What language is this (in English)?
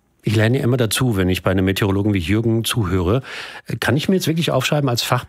German